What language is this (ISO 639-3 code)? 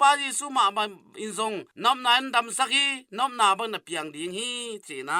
ctd